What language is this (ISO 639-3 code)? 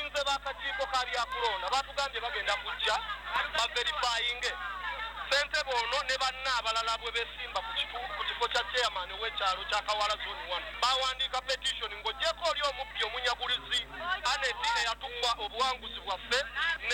lug